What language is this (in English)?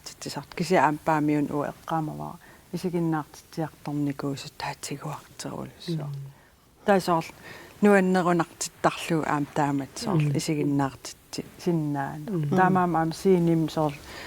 Kalaallisut